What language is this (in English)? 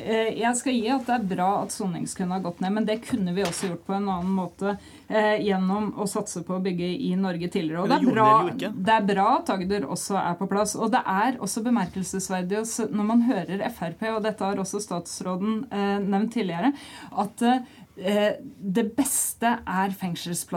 Norwegian